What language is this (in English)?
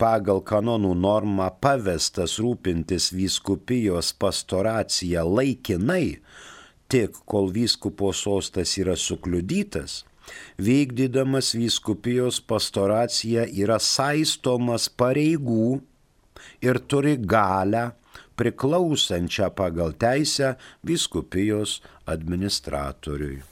Lithuanian